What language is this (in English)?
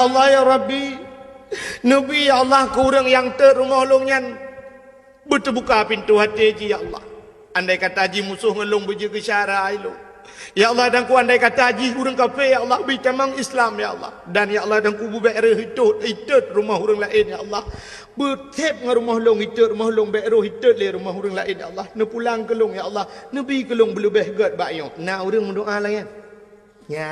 Achinese